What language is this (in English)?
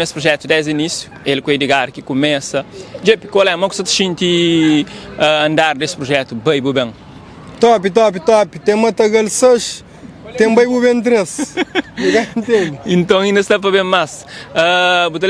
Kabuverdianu